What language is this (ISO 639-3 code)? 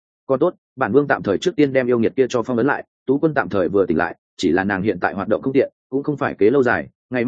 vie